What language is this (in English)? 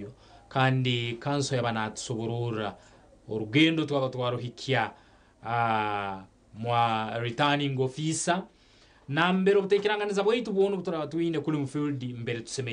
Nyankole